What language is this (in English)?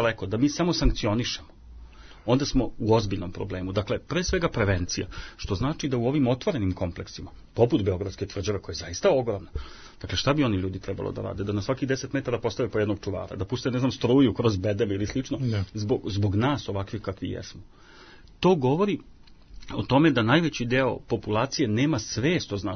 Serbian